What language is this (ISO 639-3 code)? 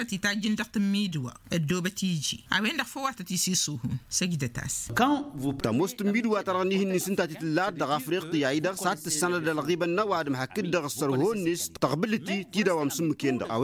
taq